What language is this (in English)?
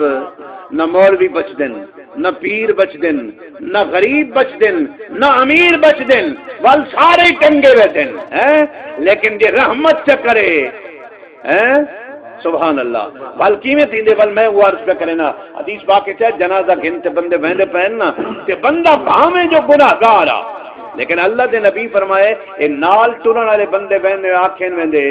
Saraiki